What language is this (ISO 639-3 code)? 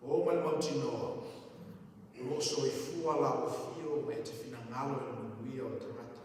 smo